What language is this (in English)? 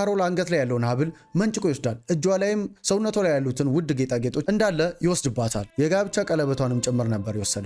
Amharic